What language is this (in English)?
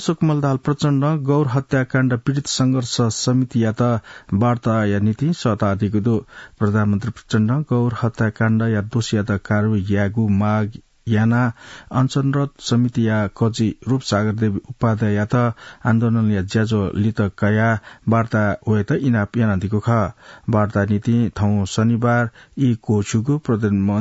Newari